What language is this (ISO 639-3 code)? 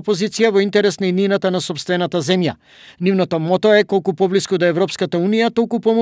mkd